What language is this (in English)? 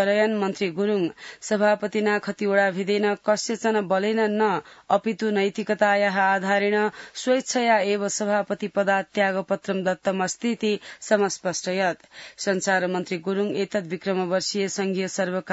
Sanskrit